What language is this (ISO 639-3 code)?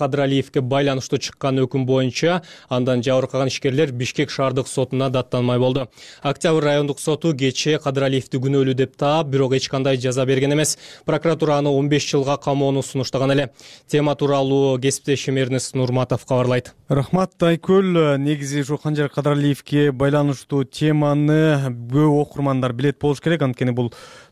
kir